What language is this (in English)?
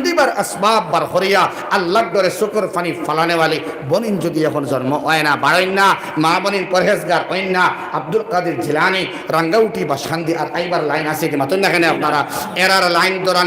Sylheti